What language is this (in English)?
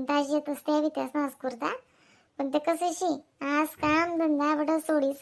Khandesi